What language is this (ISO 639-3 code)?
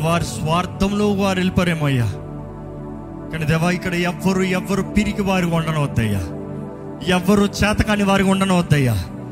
tel